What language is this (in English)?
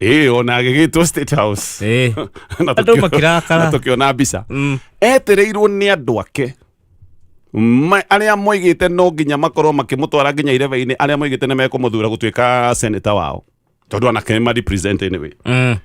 Kikuyu